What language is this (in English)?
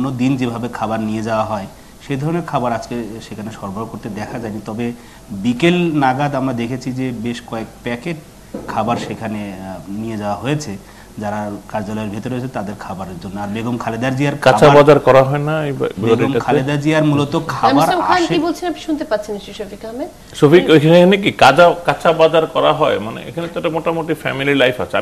Bangla